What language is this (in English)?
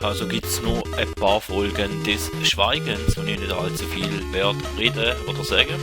Swiss German